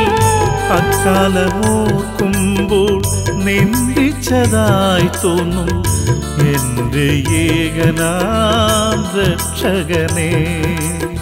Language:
Malayalam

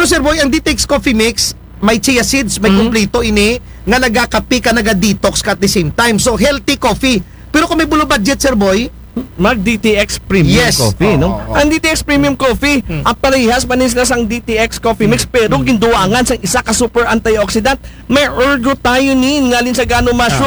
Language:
Aklanon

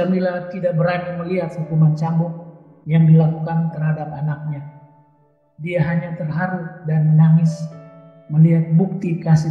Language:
Indonesian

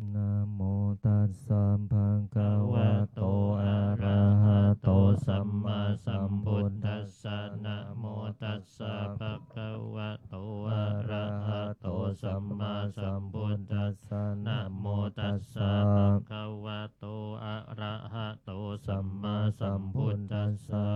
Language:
Pali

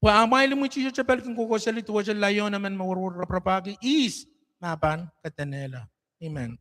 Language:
Pohnpeian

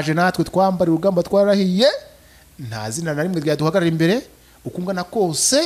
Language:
Kinyarwanda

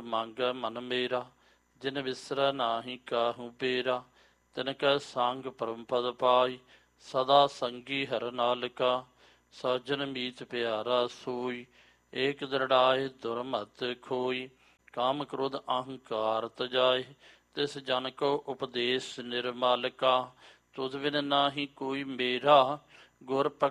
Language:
Punjabi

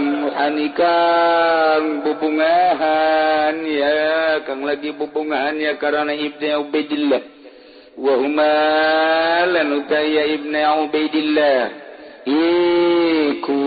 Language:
Sundanese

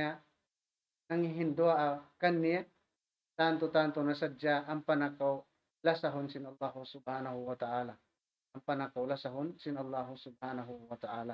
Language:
Tausug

